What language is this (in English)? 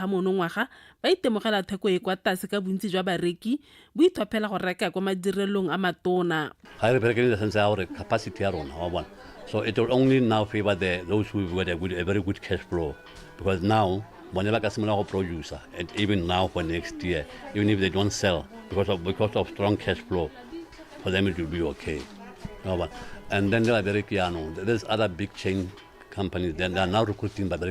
Tswana